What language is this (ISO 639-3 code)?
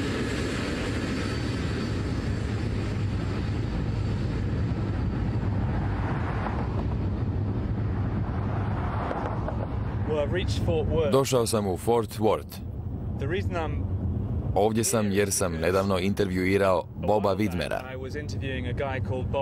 hrv